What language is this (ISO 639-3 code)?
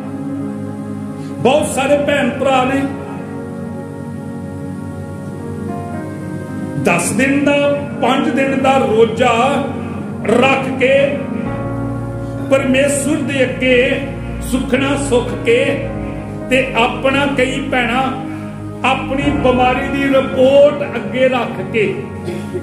pan